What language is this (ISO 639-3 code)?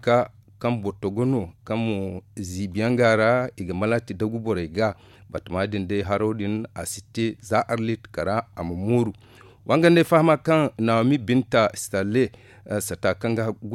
dje